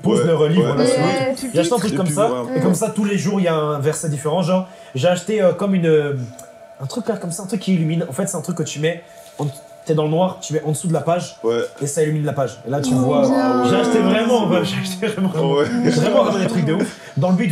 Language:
French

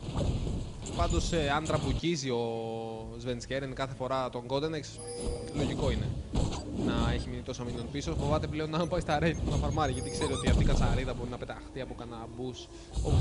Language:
Greek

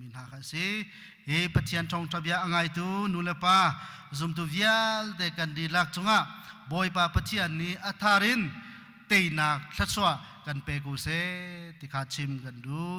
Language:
Hakha Chin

